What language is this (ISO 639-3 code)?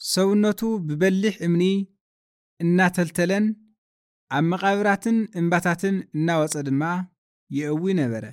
tir